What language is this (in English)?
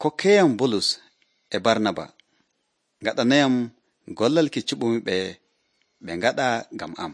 Nigerian Fulfulde